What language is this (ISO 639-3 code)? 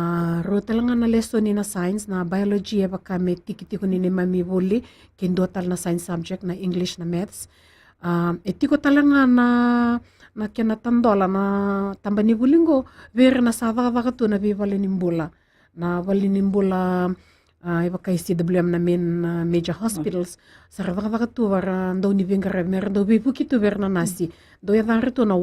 fij